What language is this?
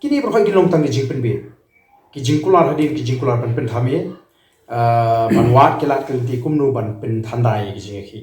Khasi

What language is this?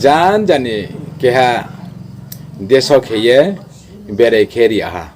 Riang (India)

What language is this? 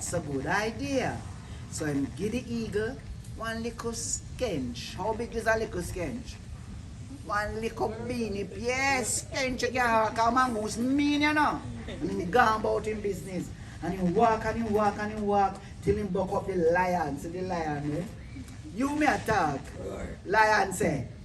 Jamaican Creole English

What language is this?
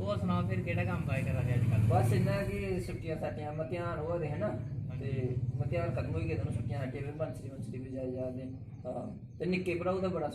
Dogri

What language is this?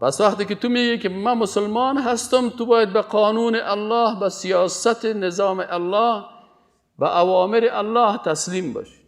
Persian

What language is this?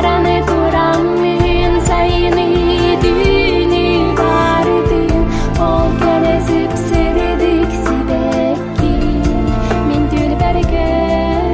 Yakut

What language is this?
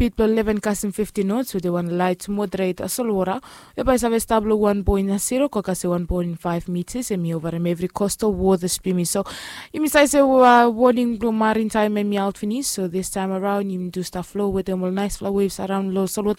Bislama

